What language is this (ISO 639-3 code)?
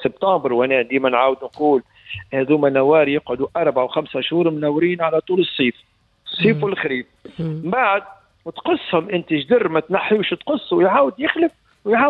aeb